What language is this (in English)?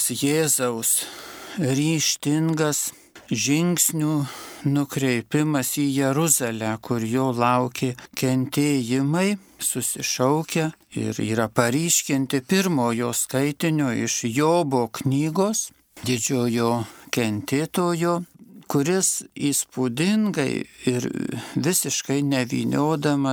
Lithuanian